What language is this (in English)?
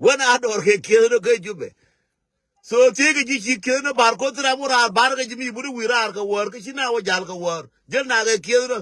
Nuer